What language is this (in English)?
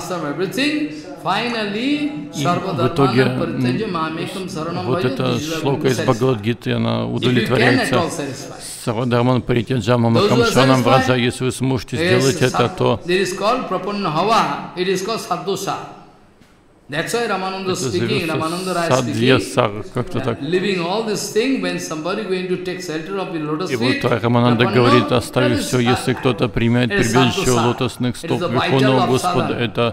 Russian